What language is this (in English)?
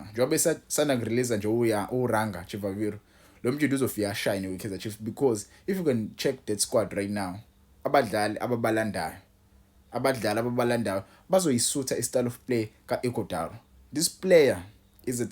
Zulu